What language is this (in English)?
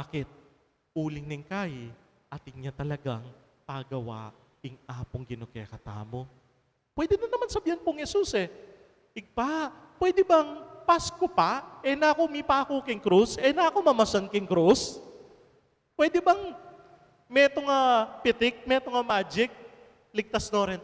Pampanga